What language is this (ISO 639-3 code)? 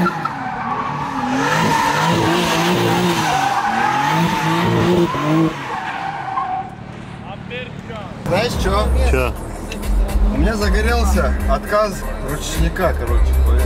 rus